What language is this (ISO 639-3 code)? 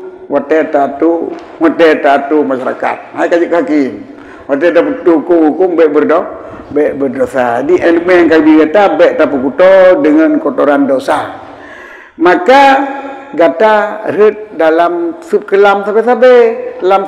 ace